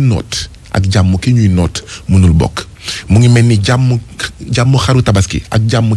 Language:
Wolof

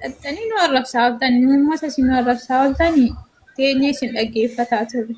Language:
Oromo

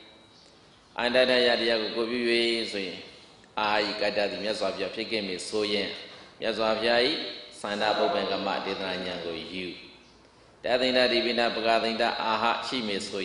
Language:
Burmese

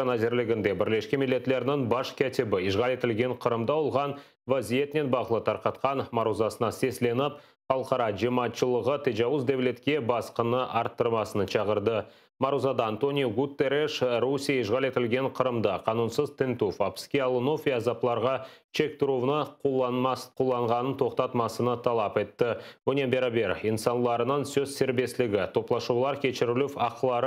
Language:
Crimean Tatar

